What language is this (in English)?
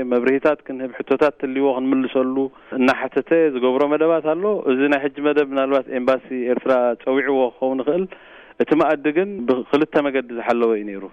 Tigrinya